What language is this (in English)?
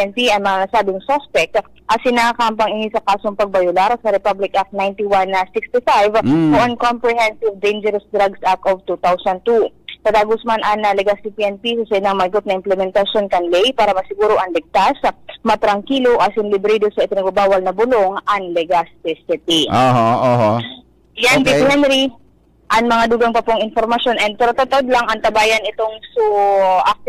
Bikol